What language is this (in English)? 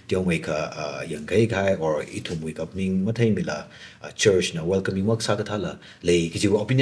Tangkhul Naga (India)